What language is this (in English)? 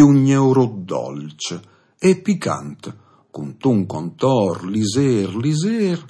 Friulian